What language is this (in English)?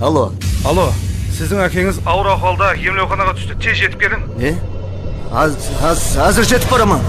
Kara-Kalpak